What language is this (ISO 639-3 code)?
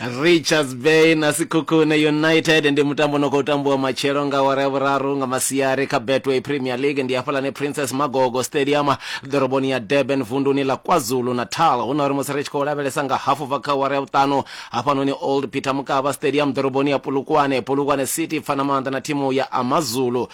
ven